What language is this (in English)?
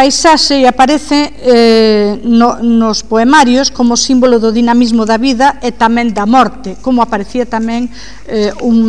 Galician